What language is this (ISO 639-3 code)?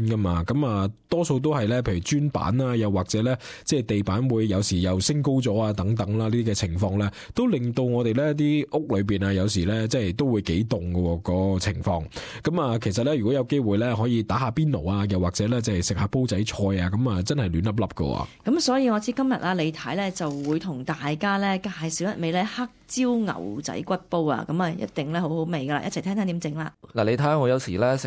yue